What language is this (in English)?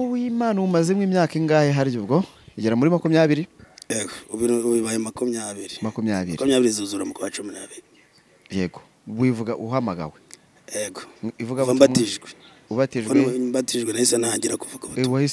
Kinyarwanda